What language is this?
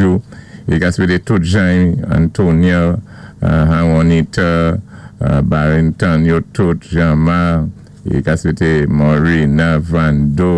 Saint Lucian Creole French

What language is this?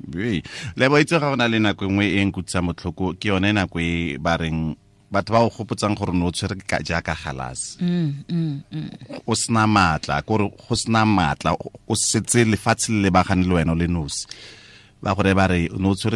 Tswana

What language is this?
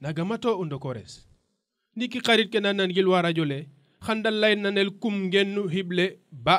Serer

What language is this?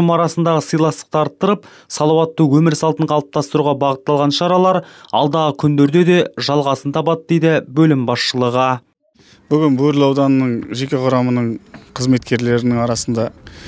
Kazakh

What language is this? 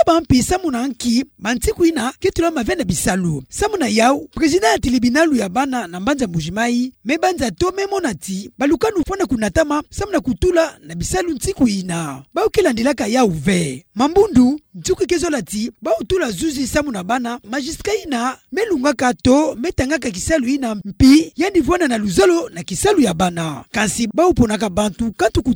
Kituba (Democratic Republic of Congo)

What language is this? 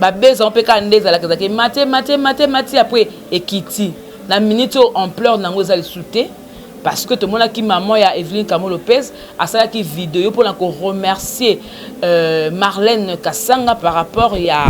Lingala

